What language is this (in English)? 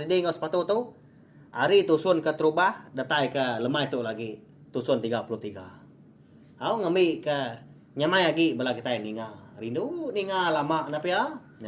Iban